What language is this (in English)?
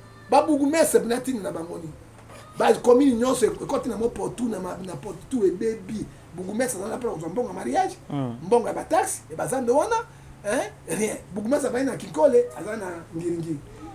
Lingala